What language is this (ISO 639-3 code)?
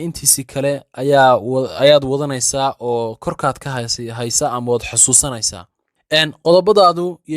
som